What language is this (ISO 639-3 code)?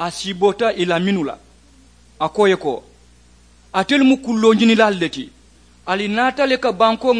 man